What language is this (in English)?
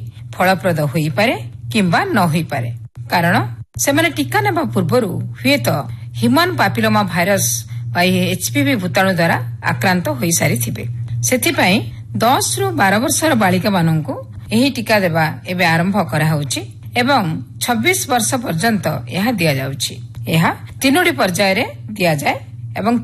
Odia